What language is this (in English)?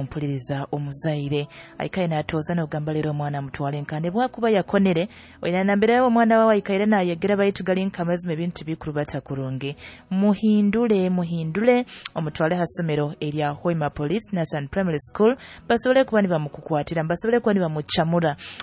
Nyoro